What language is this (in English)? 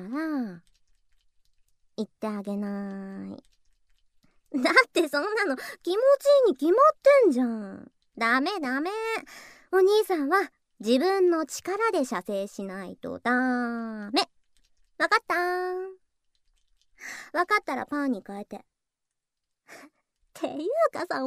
Japanese